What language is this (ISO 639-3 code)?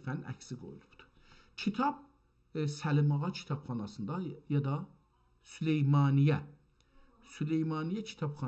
azb